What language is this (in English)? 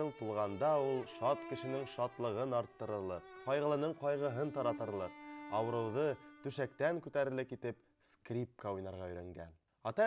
Bashkir